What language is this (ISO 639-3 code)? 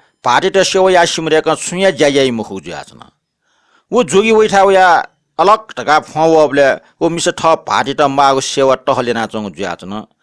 new